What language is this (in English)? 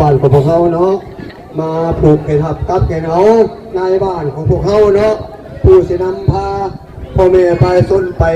Northeastern Thai